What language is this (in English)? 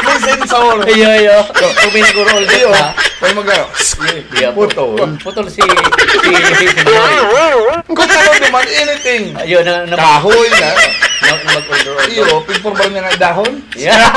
Bikol